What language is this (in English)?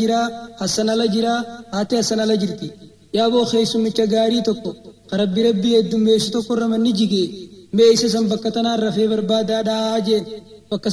Oromo